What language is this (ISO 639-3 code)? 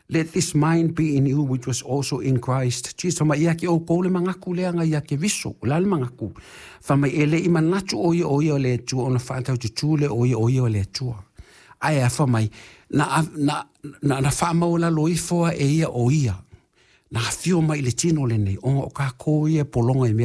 smo